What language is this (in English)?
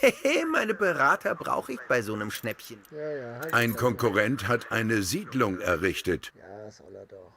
Bavarian